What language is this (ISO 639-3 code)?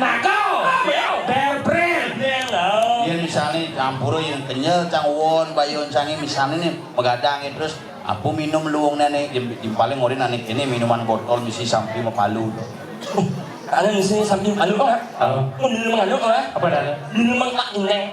ban